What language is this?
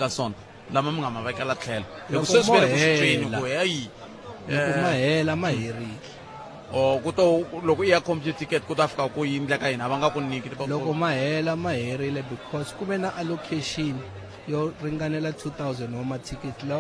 Tsonga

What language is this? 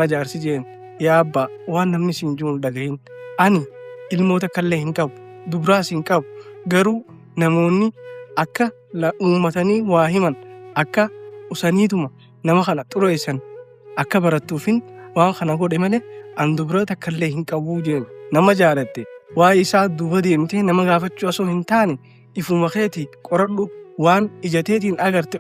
Oromo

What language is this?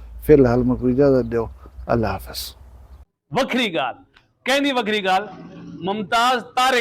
Saraiki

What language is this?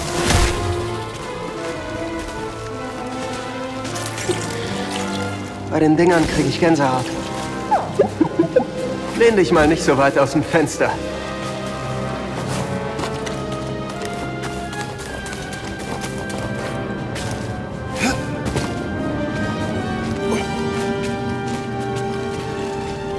German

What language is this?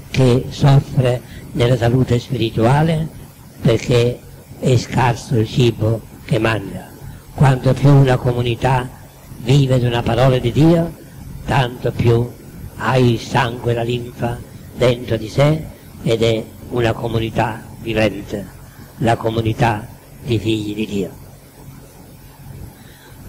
Italian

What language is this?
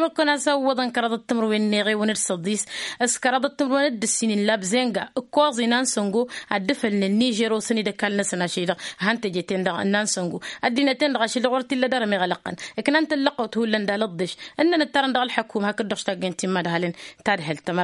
Tamasheq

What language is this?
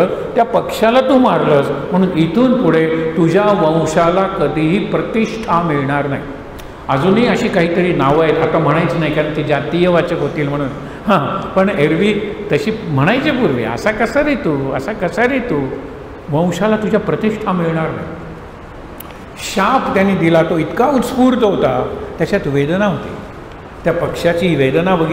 Marathi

